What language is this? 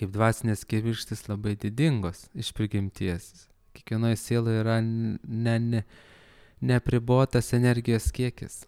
Lithuanian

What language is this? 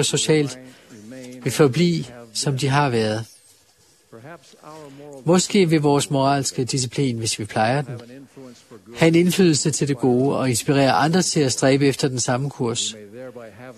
Danish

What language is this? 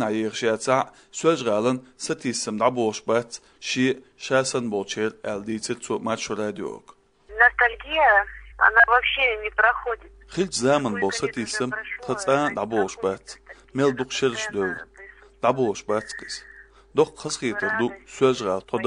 Chechen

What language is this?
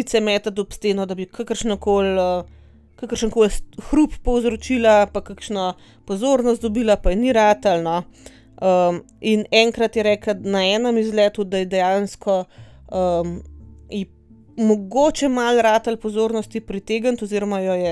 Slovenian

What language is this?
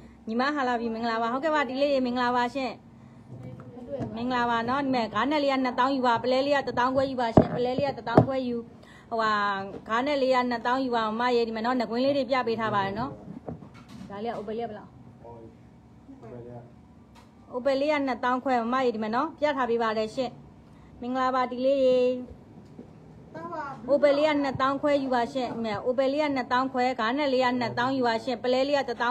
Burmese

